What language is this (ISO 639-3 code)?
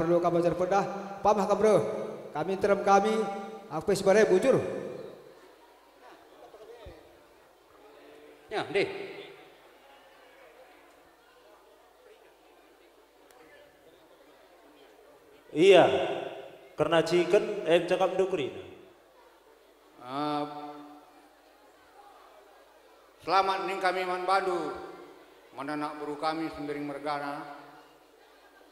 btx